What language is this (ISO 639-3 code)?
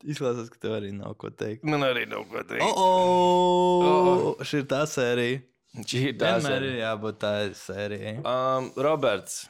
lav